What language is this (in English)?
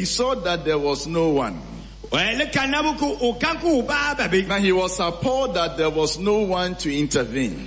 Akan